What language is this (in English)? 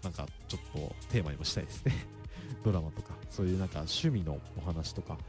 Japanese